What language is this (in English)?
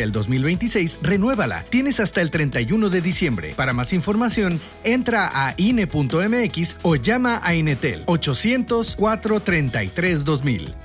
Spanish